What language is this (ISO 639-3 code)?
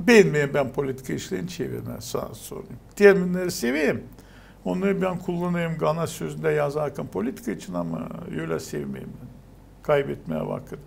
gag